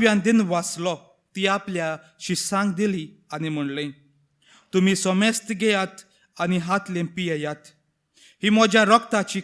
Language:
Konkani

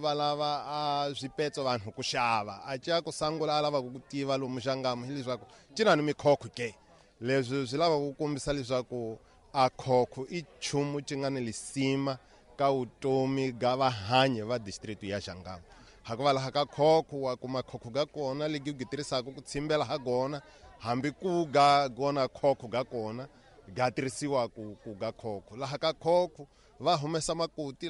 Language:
Tsonga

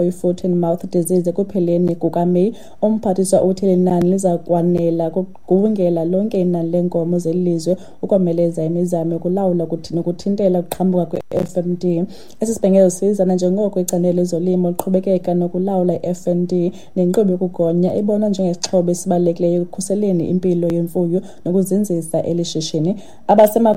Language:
Xhosa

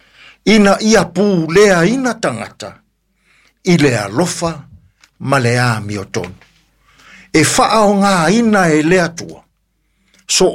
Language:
Samoan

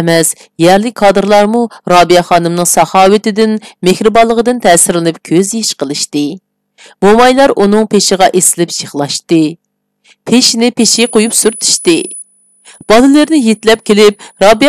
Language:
Uyghur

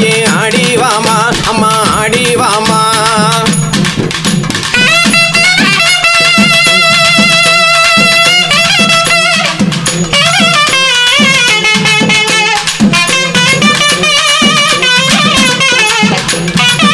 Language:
Tamil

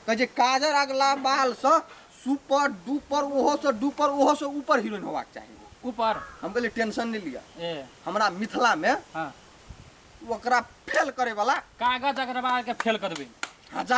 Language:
Maithili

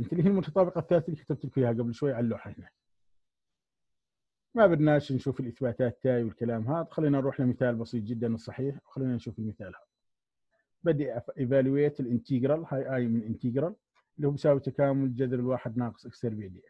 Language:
South Levantine Arabic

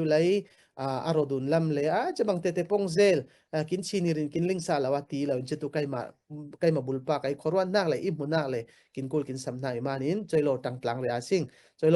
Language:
Falam Chin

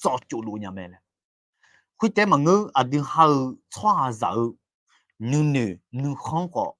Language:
Akha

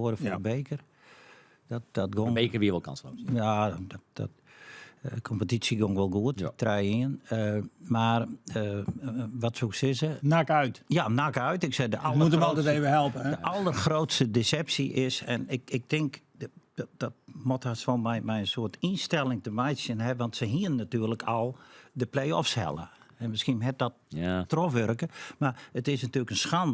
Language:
Western Frisian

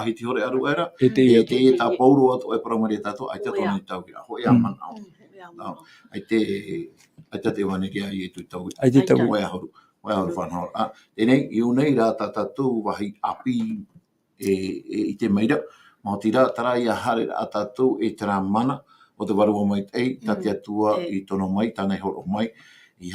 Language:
Tahitian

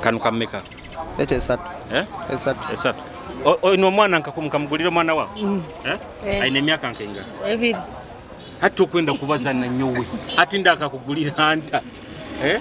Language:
Nyoro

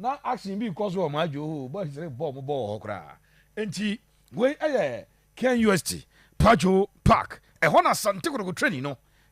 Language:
Akan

